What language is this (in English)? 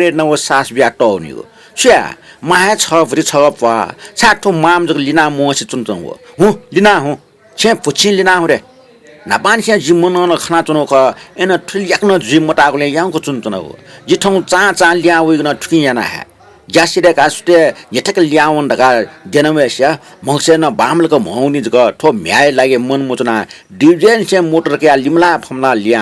Newari